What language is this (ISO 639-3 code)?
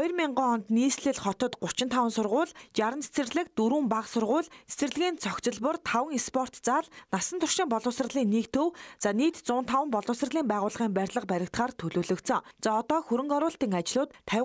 mon